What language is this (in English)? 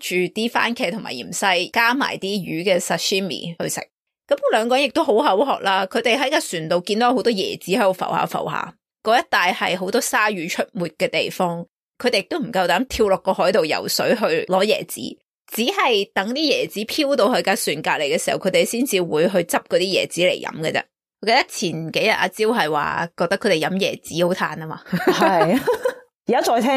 Cantonese